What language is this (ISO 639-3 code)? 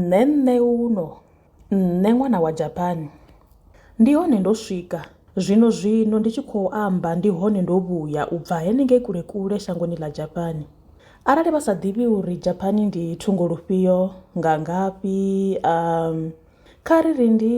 ven